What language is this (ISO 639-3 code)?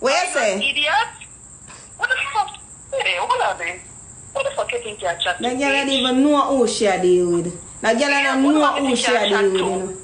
jam